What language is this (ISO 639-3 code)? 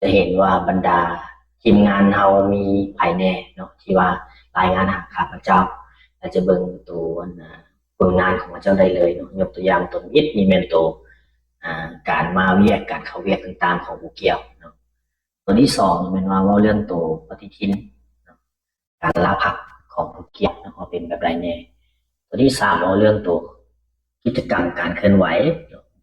lao